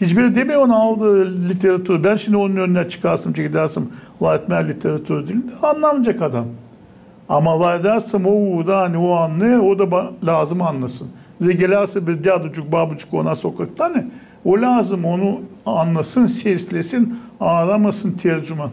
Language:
Gagauz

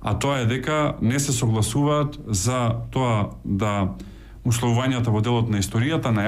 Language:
Macedonian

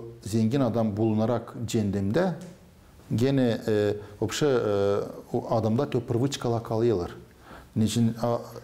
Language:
Gagauz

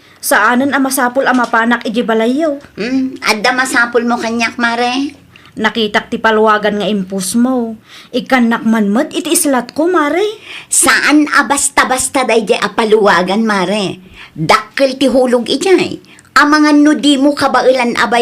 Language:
Iloko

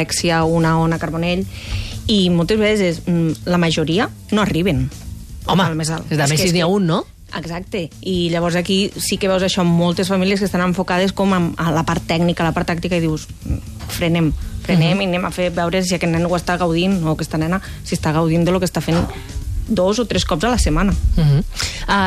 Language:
Catalan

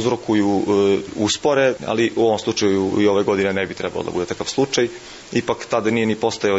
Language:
Serbian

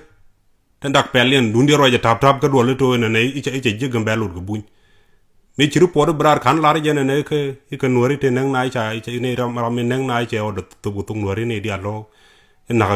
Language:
Nuer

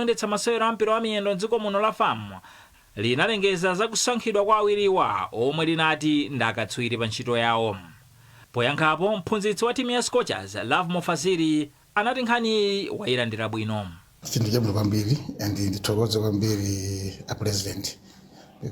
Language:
Nyanja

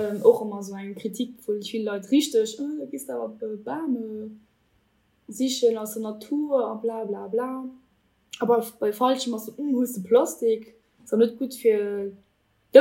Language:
Luxembourgish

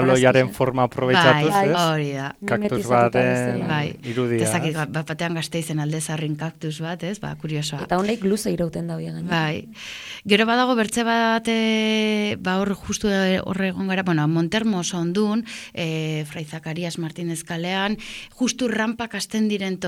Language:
Basque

